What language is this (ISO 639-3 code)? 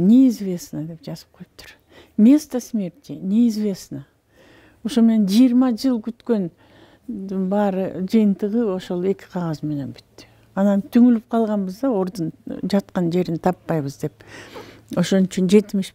kir